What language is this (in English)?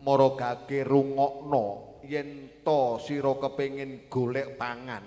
Javanese